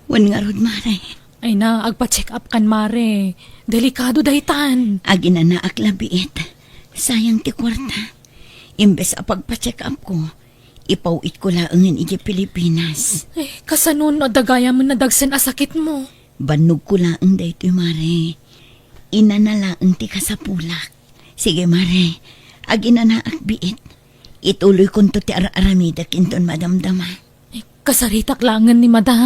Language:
Iloko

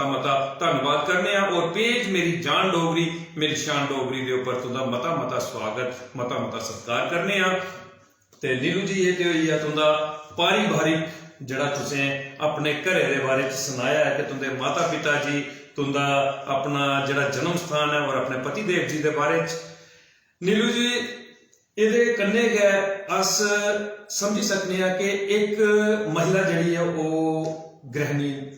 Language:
Dogri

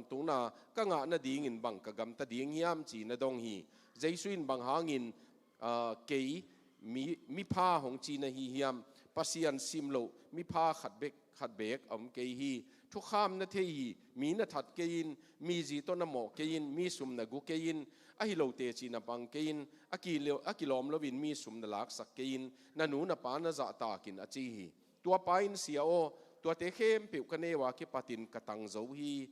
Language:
Tedim Chin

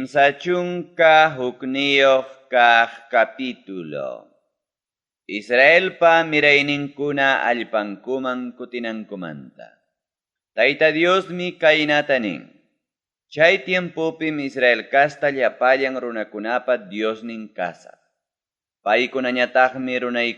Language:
Ayacucho Quechua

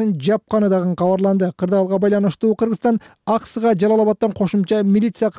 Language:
Kyrgyz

